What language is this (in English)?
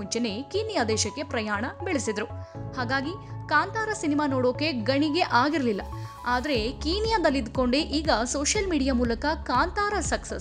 Kannada